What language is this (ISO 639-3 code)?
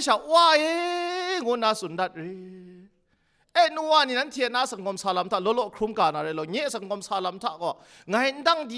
kac